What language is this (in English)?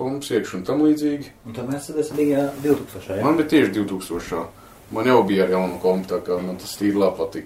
Latvian